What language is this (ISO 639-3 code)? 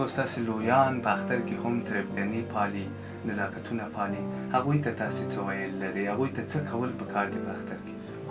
pus